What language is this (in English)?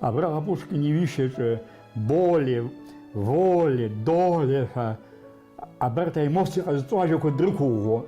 Abkhazian